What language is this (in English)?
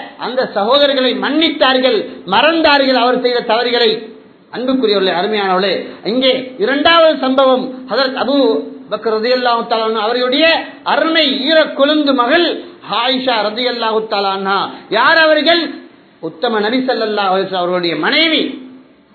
Tamil